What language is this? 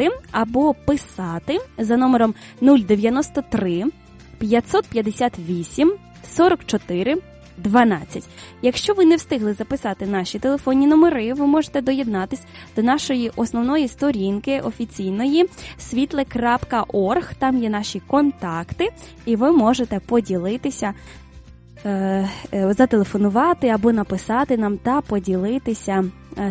Ukrainian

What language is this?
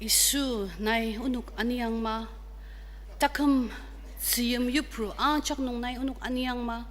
Ao Naga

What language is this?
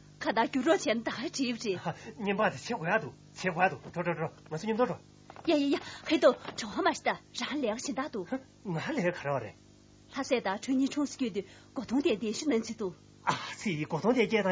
Tibetan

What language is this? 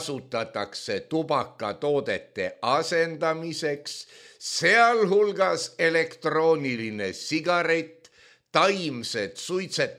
Estonian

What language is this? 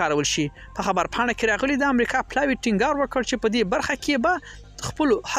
Pashto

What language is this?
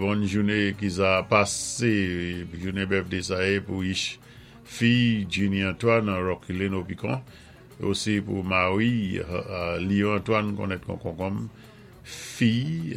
Saint Lucian Creole French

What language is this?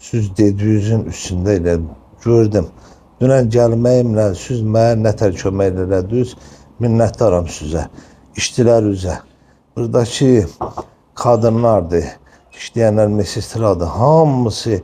Azerbaijani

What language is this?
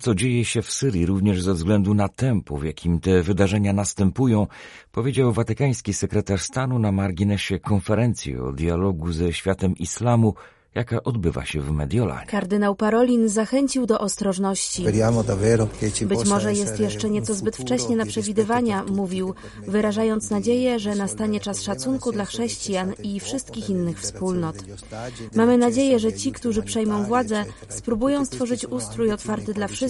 Polish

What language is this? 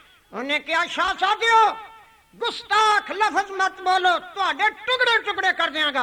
Punjabi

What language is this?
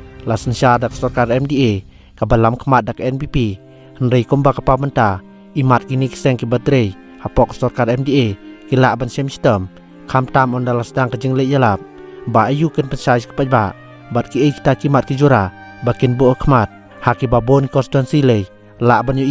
Khasi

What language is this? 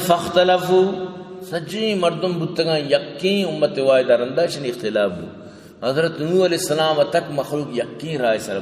Baluchi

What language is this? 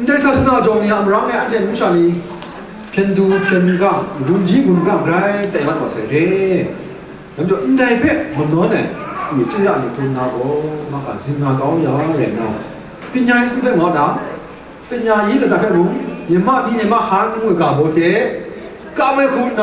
Kachin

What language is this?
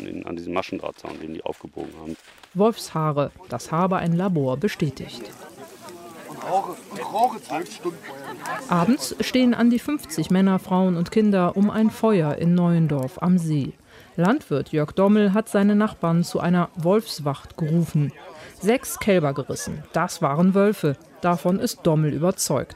German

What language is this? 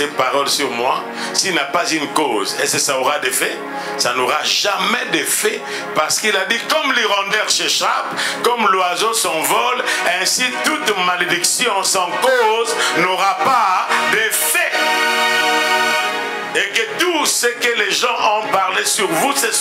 French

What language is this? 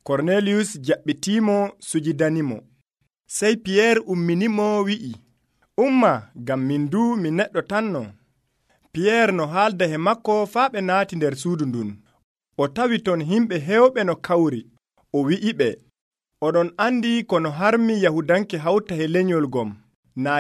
Nigerian Fulfulde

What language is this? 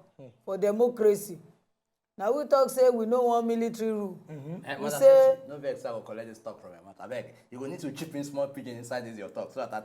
Nigerian Pidgin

